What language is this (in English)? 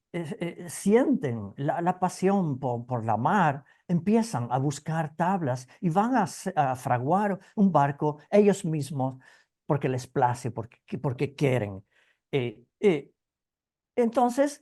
Ladino